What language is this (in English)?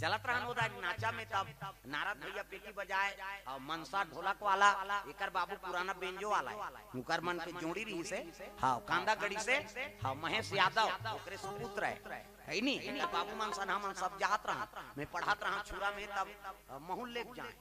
Chhattisgarhi